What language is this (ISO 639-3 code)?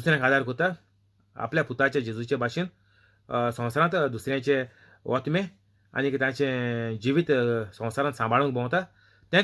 kok